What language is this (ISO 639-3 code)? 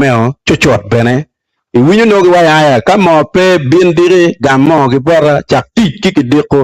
ach